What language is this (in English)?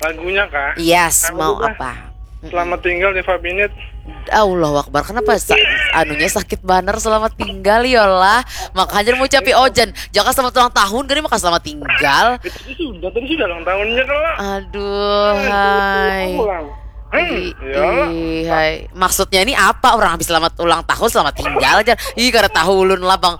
Banjar